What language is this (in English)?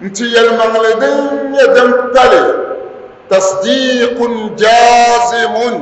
Dagbani